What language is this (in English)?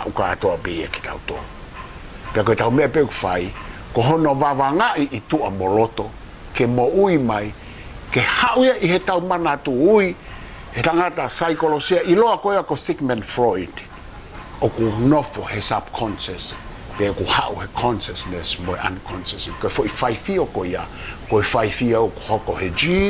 Tongan